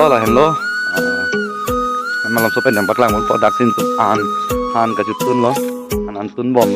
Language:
Karbi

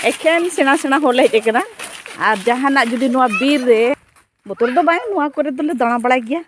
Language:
Santali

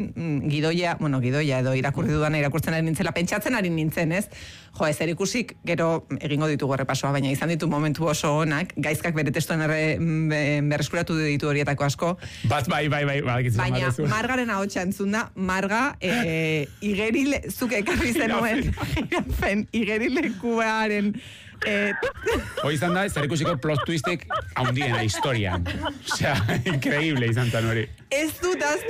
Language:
Basque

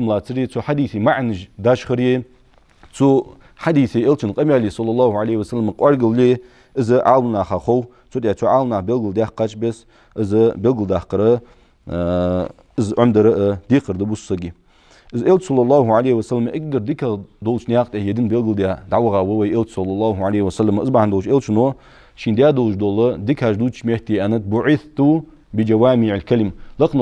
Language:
Ingush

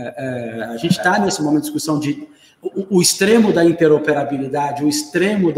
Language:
Portuguese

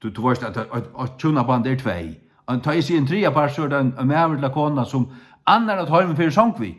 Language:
Faroese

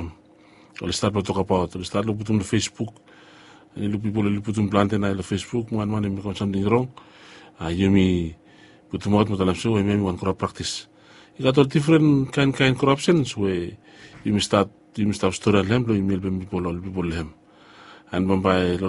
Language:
Bislama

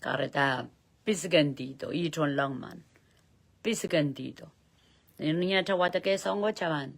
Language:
Pohnpeian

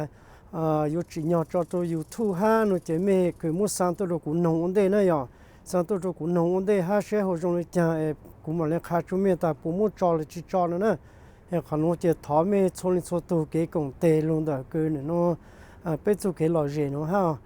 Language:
Hmong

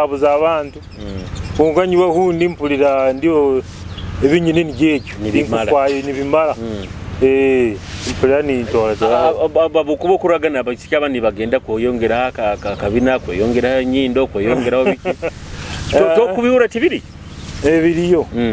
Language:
Nyoro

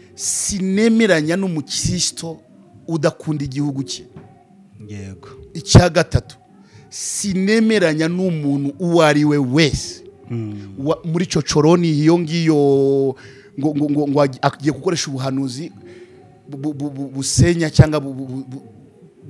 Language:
Kinyarwanda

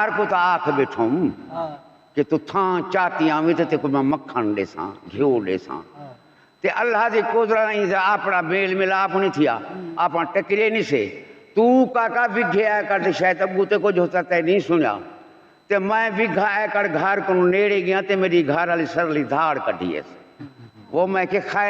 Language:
Saraiki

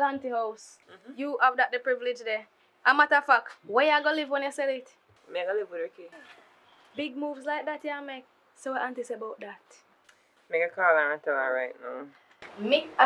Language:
Jamaican Creole English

